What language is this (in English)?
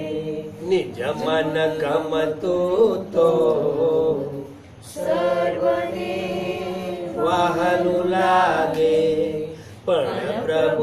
Gujarati